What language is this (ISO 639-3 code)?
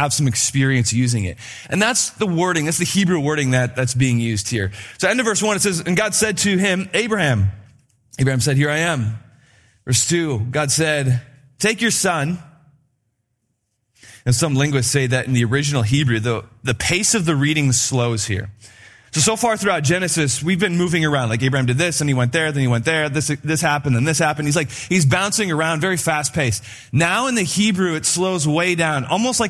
eng